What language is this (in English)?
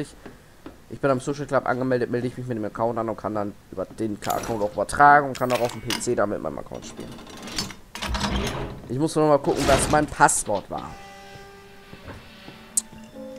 German